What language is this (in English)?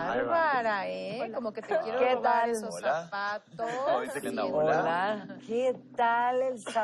Spanish